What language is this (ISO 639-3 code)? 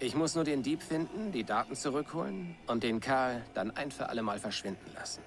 bar